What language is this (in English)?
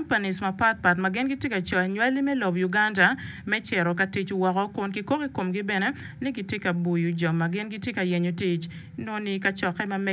Acoli